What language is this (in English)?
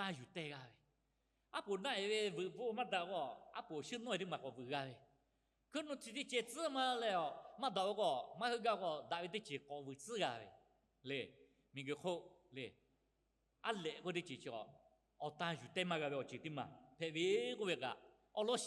Lahu